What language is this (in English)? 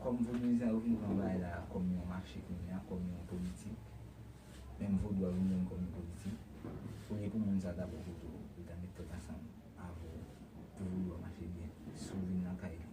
Haitian Creole